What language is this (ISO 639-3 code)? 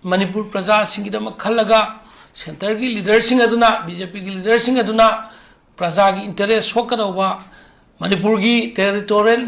mni